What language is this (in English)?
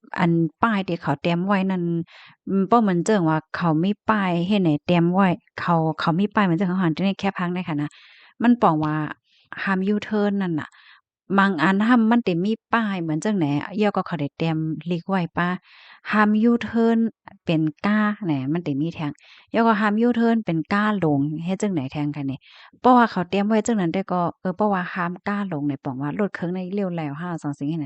Shan